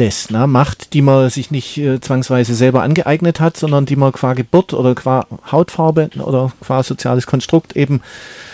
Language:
German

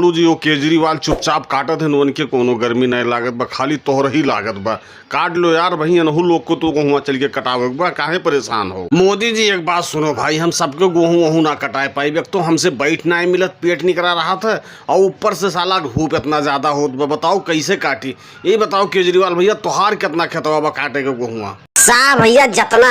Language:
Bhojpuri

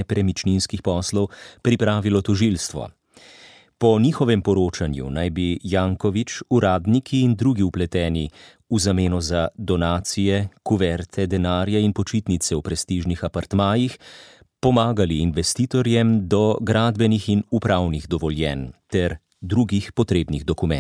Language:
Slovenian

